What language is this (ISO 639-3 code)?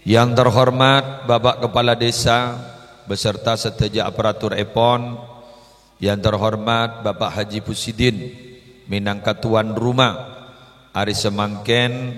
mad